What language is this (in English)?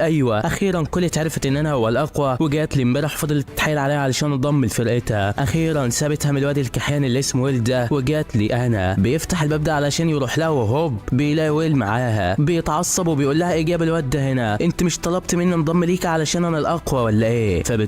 Egyptian Arabic